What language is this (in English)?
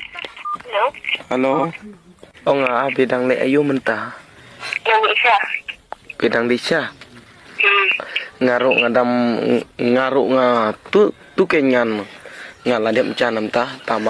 Khasi